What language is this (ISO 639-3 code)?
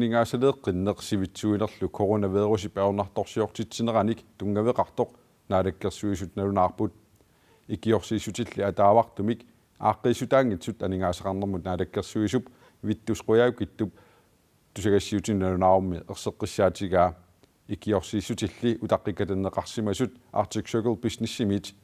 kal